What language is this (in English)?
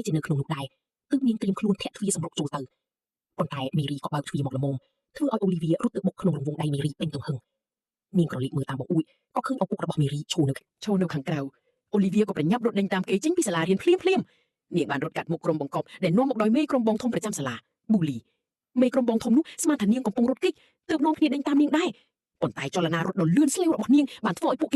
Khmer